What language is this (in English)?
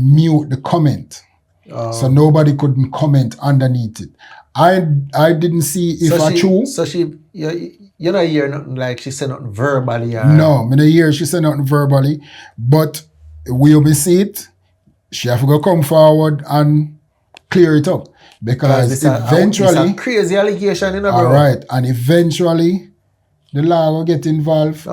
Jamaican Creole English